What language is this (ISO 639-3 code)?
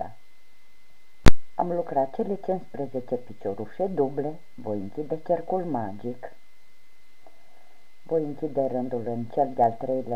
ron